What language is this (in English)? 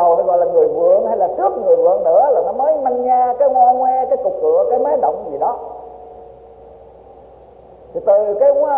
Vietnamese